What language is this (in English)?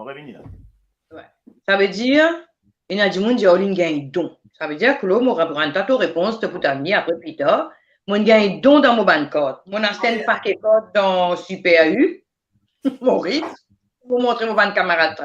Morisyen